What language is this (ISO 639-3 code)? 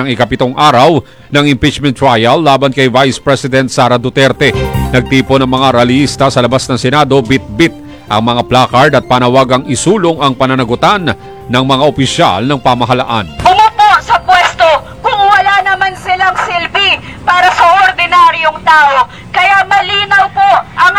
fil